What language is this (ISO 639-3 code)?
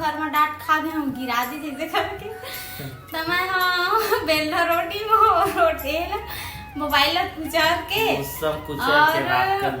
hne